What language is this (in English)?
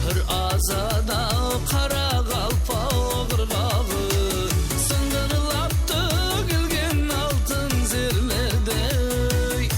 Kara-Kalpak